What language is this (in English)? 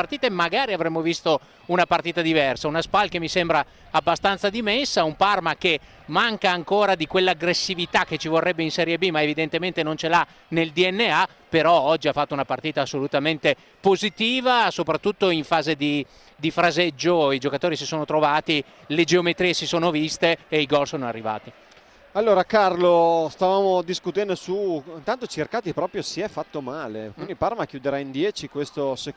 Italian